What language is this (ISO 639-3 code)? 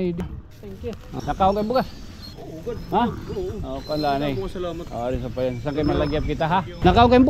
war